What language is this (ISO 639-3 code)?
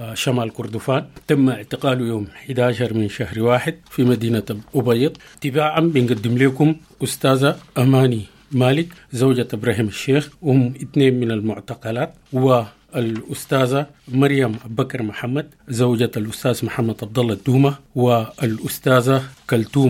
apd